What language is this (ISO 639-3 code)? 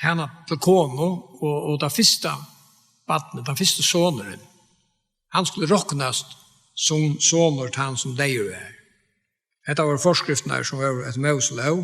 fao